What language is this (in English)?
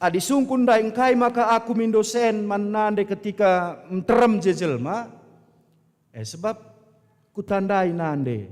Batak Karo